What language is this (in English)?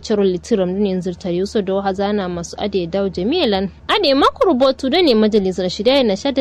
Kanuri